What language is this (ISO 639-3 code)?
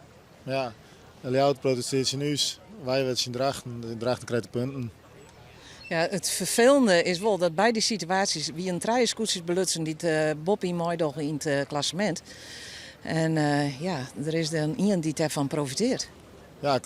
fry